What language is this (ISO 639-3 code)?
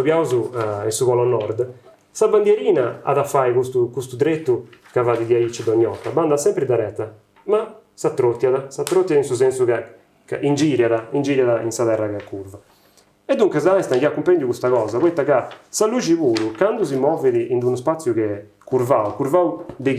srd